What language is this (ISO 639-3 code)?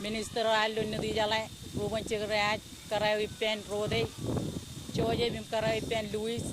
mah